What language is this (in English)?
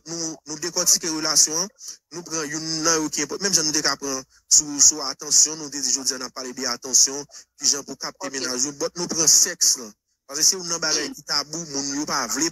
Haitian Creole